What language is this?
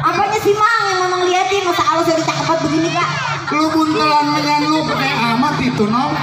Betawi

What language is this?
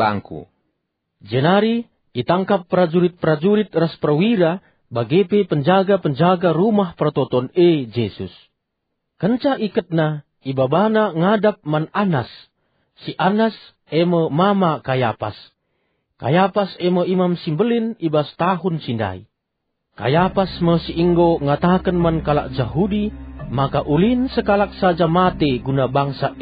Batak Karo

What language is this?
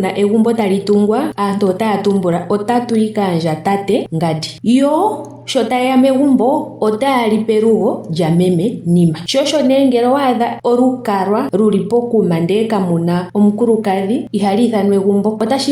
Ndonga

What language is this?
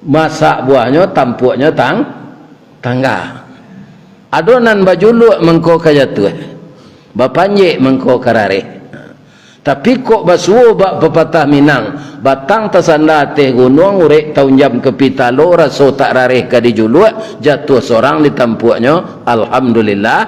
Minangkabau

